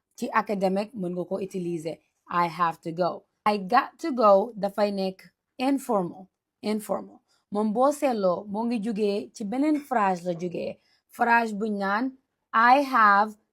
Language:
Wolof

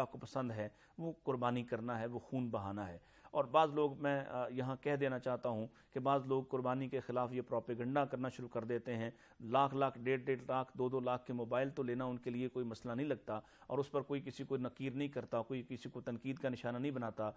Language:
Urdu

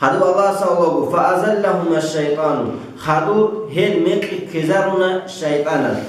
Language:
Avaric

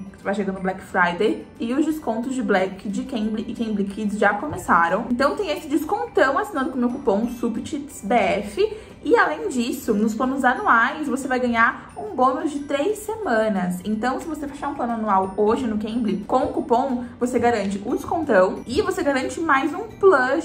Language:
Portuguese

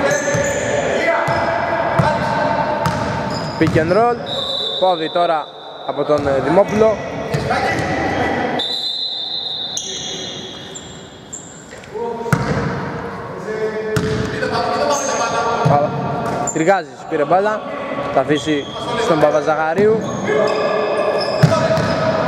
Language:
Greek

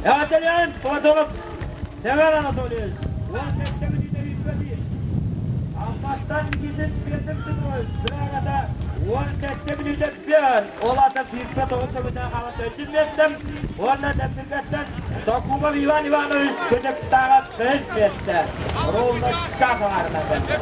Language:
Yakut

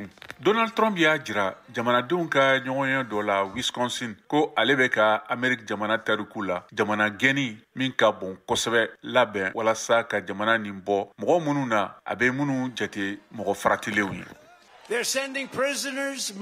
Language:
Bambara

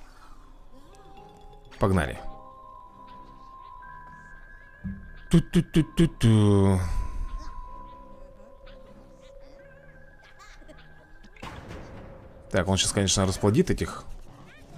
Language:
Russian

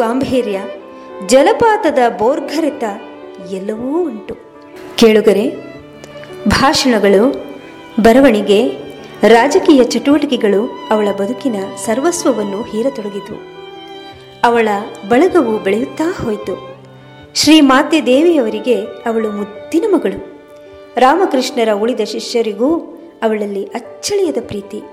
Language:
Kannada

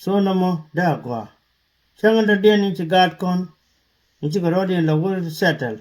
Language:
Nuer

